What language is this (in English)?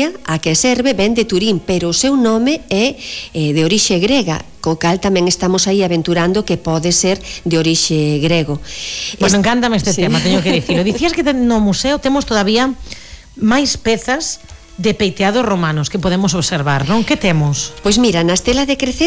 Galician